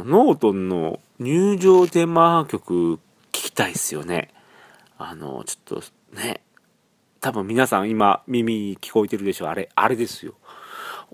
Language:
Japanese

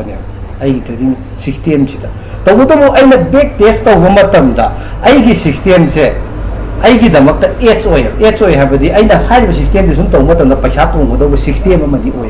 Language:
Manipuri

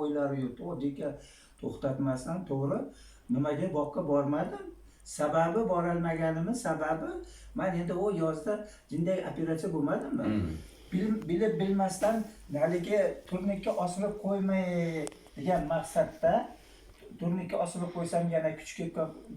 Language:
Uzbek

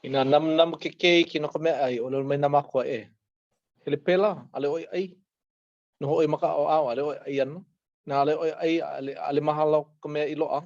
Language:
Hawaiian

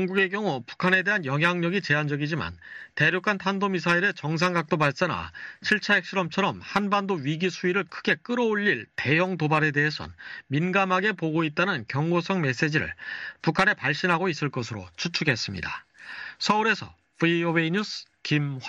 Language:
Korean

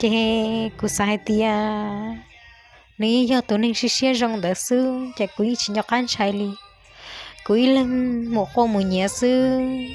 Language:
Hmong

